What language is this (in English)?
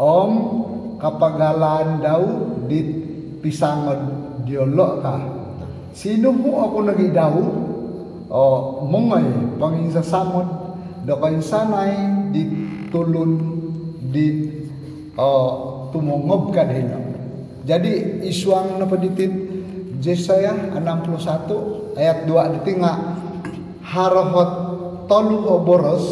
Central Dusun